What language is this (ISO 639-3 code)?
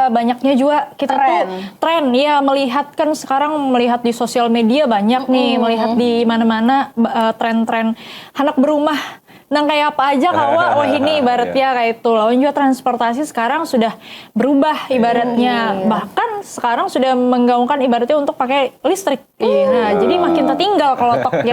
bjn